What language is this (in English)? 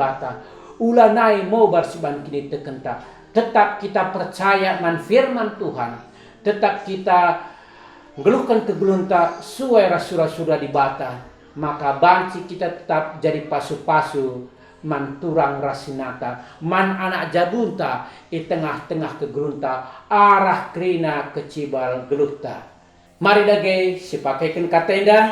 Batak Karo